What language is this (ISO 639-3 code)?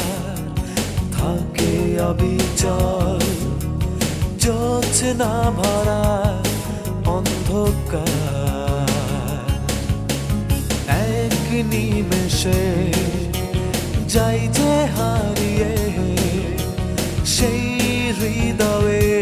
ben